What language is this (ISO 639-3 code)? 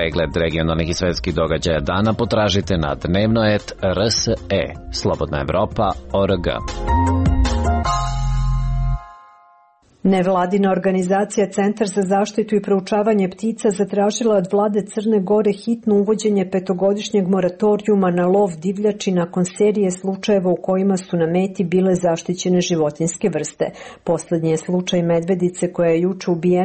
srp